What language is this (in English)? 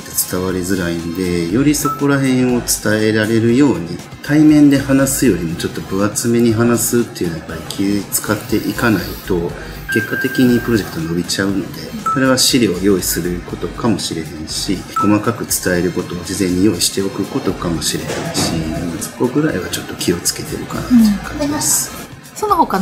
Japanese